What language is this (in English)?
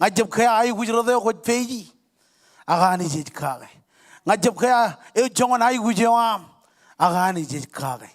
Marshallese